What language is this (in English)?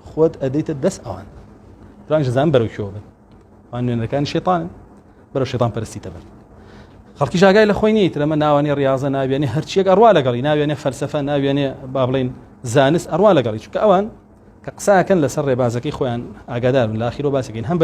Central Kurdish